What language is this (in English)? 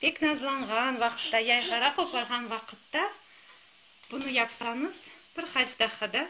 Crimean Tatar